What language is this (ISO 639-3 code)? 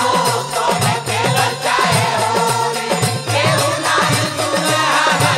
bho